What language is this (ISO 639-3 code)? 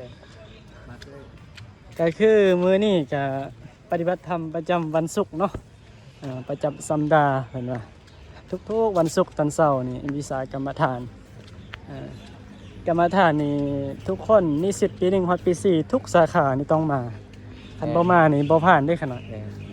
tts